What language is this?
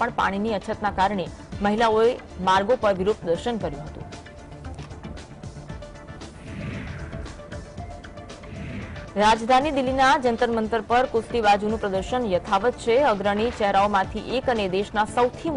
Gujarati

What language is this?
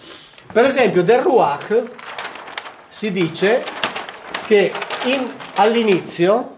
Italian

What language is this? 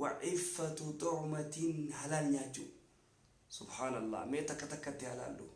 Oromo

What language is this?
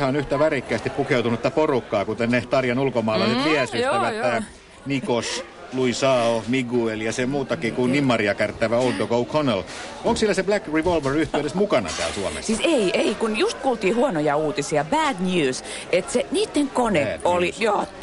Finnish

